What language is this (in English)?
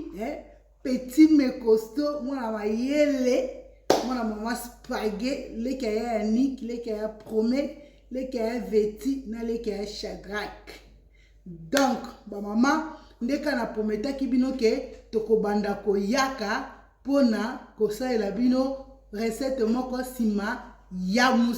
Lingala